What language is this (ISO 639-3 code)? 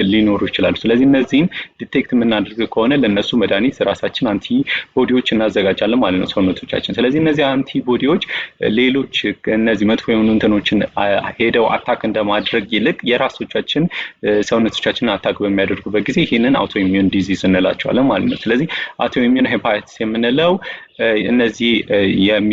amh